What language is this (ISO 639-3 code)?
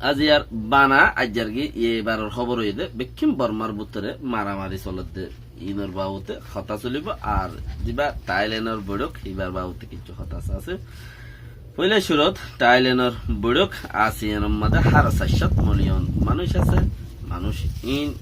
rhg